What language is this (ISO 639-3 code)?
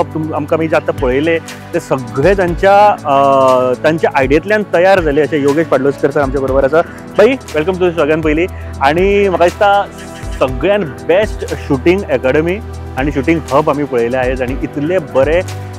kok